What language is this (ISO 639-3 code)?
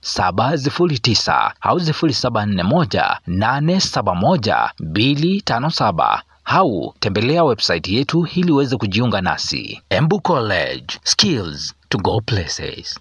mer